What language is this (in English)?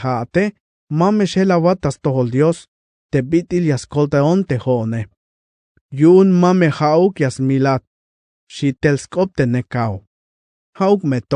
Tzeltal